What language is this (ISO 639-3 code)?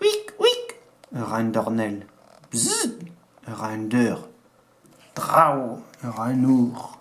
bre